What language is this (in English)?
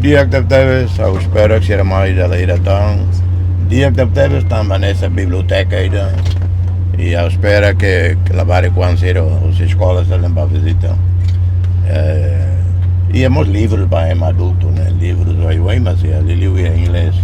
Tetum